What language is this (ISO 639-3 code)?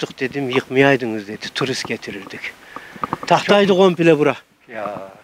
tur